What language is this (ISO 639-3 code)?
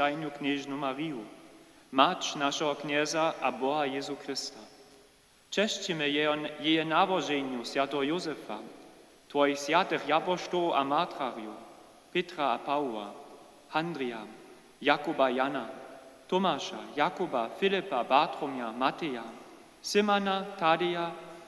hsb